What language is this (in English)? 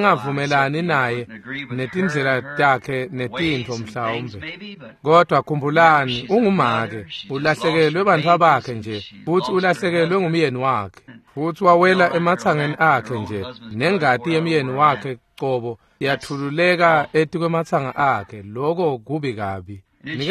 Swati